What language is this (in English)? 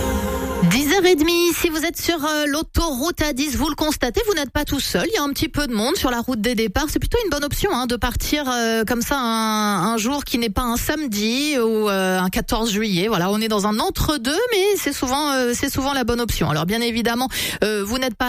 French